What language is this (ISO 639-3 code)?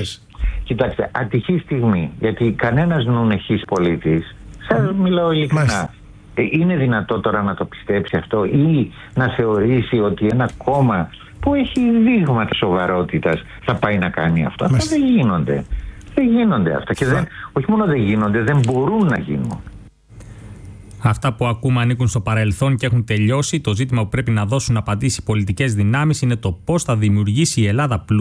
ell